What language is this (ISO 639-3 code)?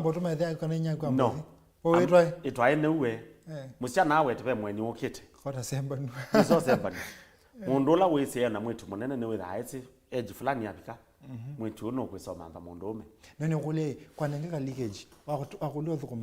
kam